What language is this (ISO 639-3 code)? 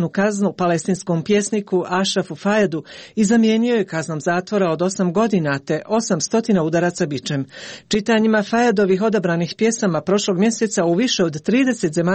hrv